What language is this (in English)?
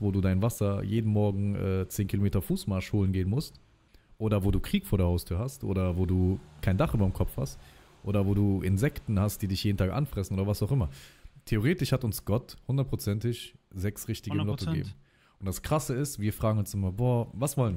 German